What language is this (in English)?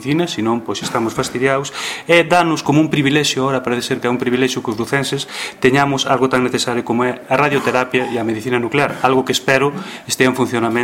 Galician